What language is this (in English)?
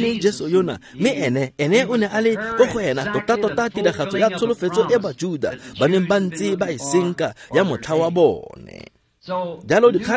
Tswana